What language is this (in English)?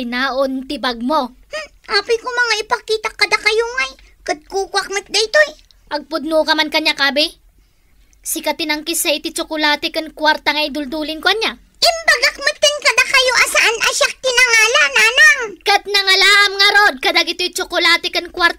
Iloko